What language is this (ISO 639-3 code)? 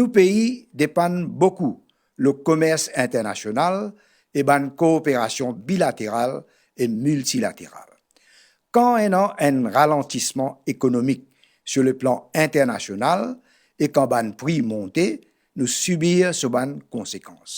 mfe